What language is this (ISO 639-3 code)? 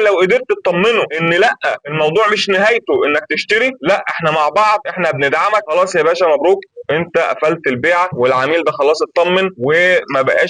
arz